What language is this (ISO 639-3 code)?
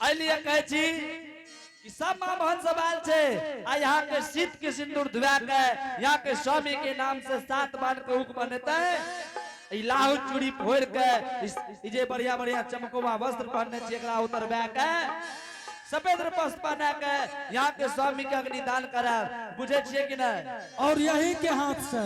anp